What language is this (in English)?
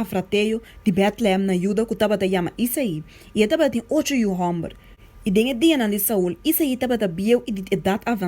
Papiamento